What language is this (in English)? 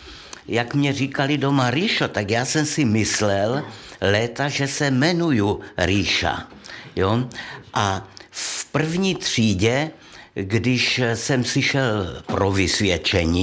Czech